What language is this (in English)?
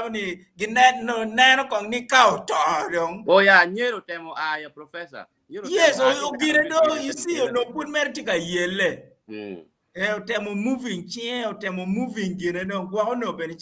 Acoli